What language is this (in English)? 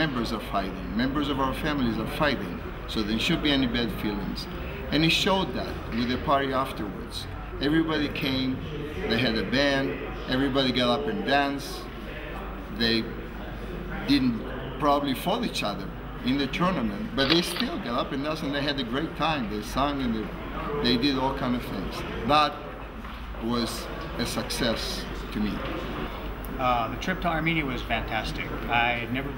English